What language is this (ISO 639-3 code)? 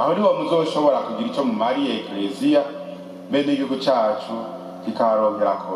run